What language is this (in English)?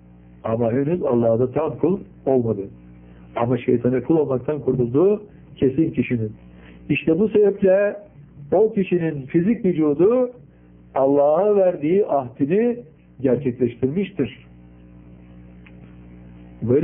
Turkish